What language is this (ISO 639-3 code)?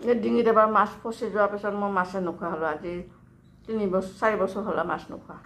asm